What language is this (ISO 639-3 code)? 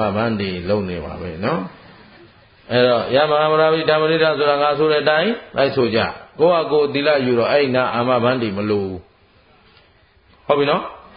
mya